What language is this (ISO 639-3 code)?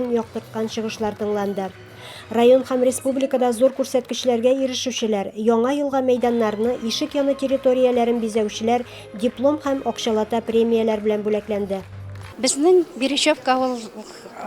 tat